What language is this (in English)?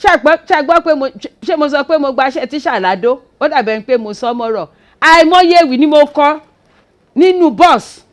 Yoruba